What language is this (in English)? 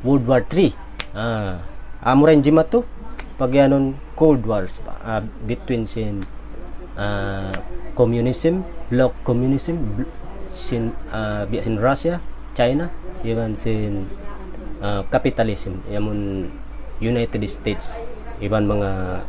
Tausug